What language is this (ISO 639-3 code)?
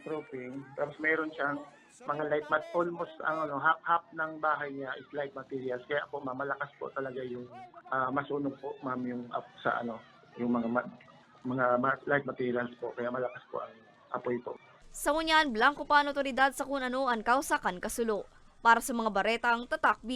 bik